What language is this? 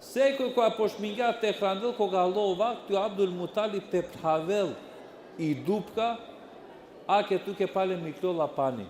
Balkan Romani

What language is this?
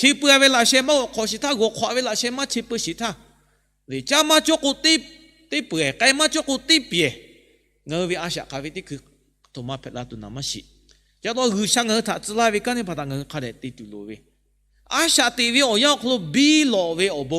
Lahu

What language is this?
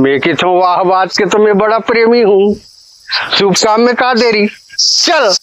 Chhattisgarhi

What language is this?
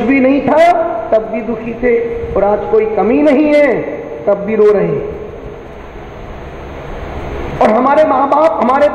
Hindi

